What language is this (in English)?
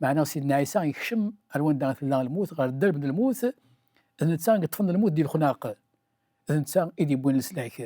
Kabyle